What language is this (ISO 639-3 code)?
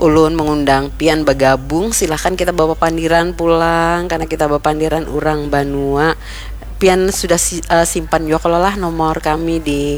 bjn